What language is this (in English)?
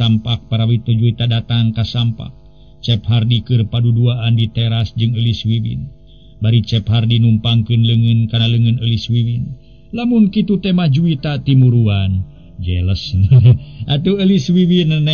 Sundanese